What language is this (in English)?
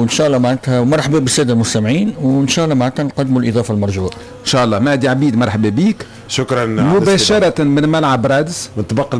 Tunisian Arabic